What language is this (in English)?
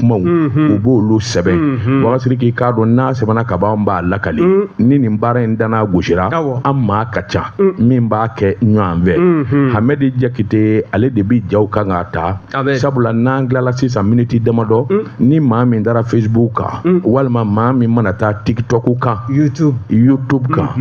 Bambara